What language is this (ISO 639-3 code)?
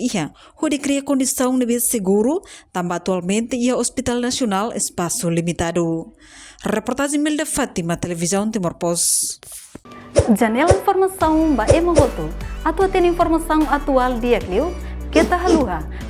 tet